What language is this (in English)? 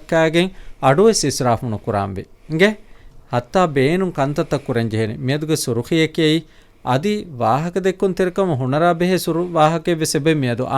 Divehi